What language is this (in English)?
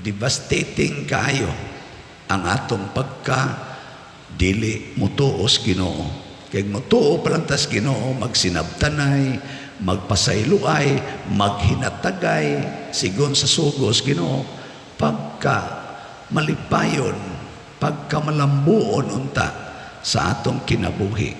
Cebuano